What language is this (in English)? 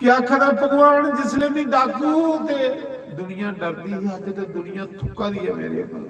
Dogri